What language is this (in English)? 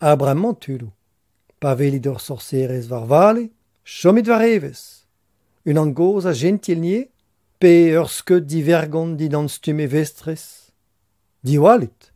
Breton